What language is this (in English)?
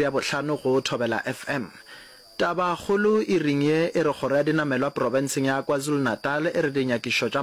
Northern Sotho